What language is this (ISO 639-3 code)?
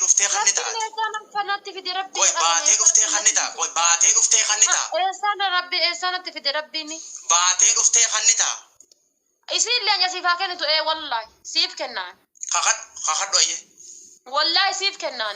orm